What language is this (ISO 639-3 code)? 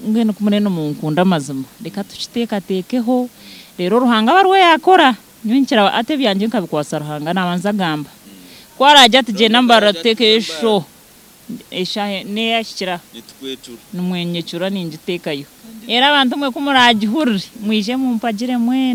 nyn